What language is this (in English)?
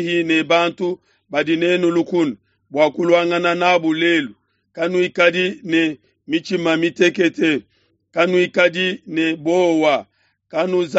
Luba-Lulua